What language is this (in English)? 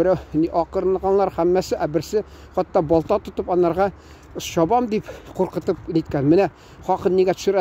Tatar